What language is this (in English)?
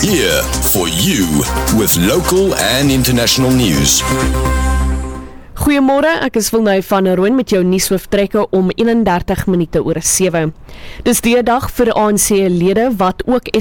Afrikaans